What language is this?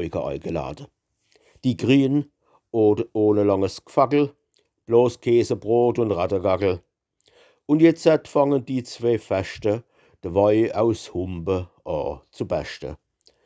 Palatine German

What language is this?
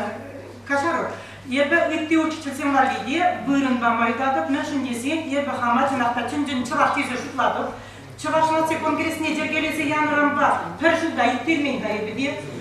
Chuvash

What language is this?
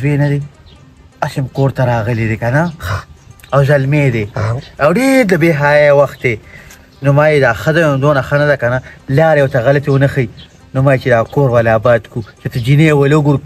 Pashto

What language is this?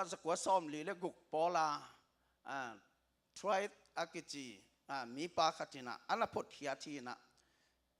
Tedim Chin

